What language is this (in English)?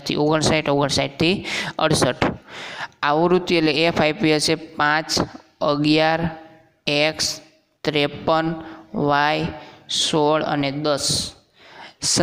Gujarati